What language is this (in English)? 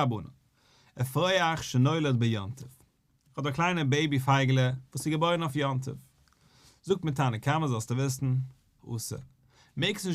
Yiddish